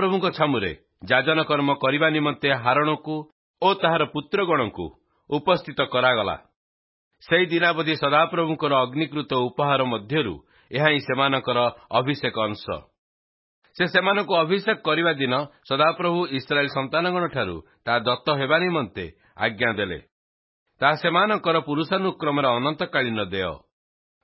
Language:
Odia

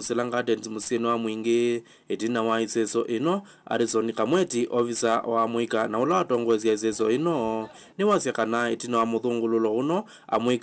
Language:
Kamba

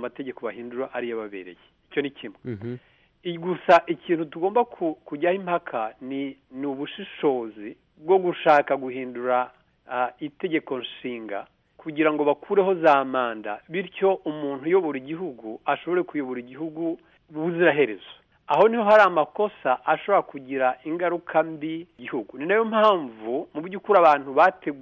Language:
Kinyarwanda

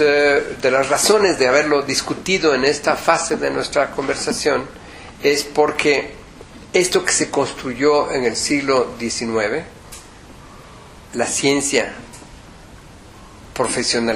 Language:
Spanish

